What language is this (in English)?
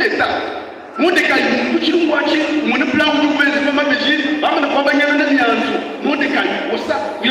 Luba-Lulua